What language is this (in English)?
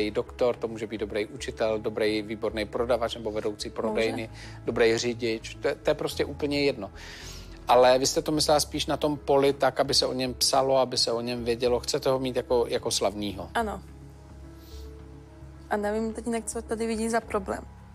Czech